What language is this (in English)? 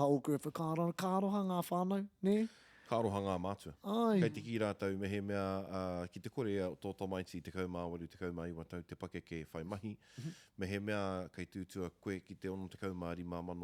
Māori